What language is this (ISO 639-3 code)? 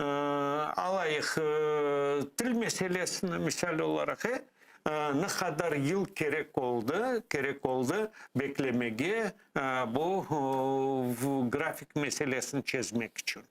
crh